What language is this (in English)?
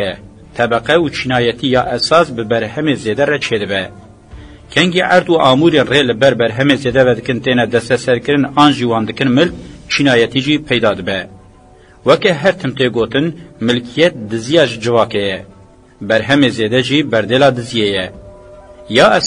Kurdish